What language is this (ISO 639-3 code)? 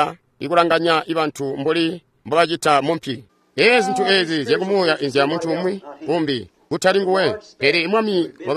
toi